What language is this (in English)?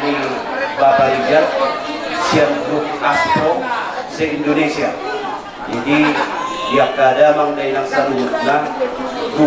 Batak Toba